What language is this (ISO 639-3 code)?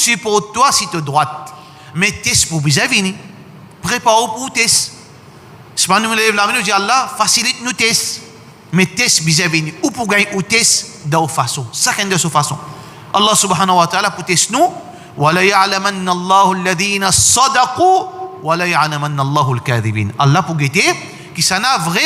mfe